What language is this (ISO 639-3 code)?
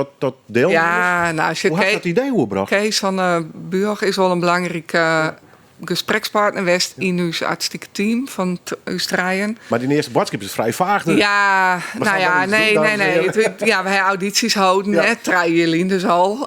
fry